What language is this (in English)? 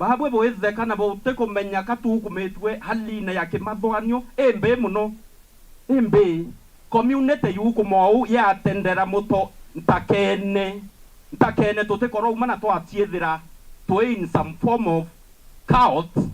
Meru